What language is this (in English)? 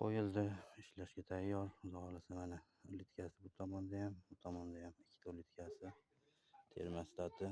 Uzbek